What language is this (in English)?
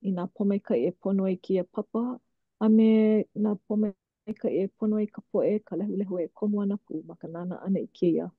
Hawaiian